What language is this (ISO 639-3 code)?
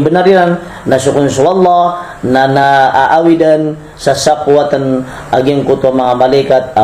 mrw